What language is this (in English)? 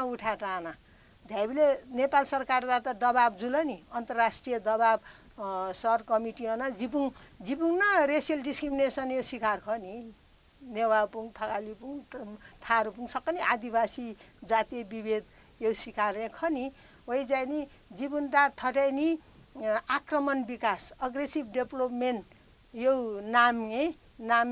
Newari